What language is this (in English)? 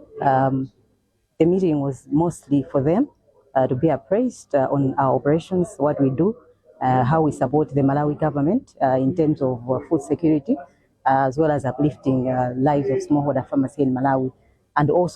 English